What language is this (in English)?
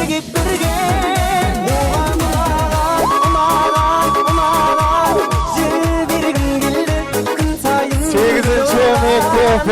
Kara-Kalpak